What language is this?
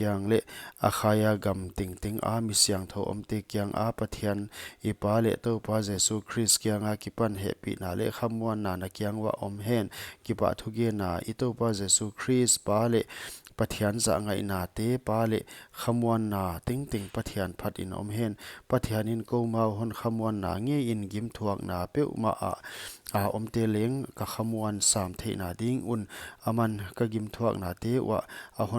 Paite Chin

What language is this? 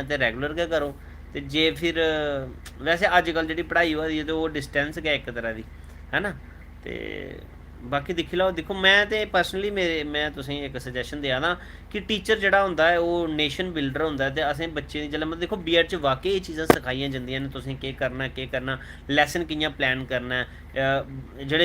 Dogri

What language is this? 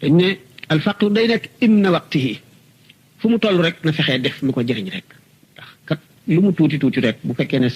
Wolof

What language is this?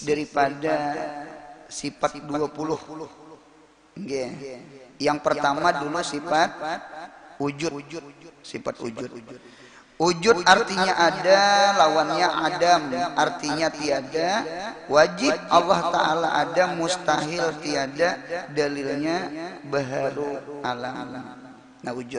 Banjar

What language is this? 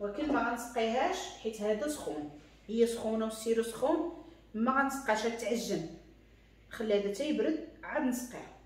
Moroccan Arabic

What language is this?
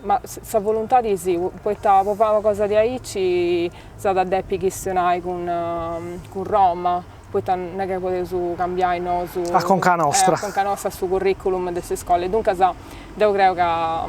Sardinian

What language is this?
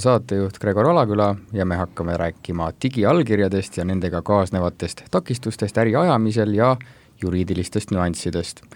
Estonian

